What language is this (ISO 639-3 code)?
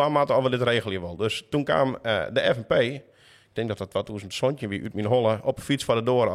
fry